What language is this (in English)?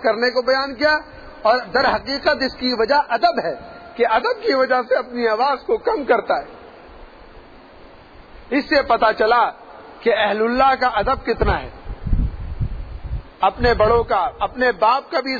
Urdu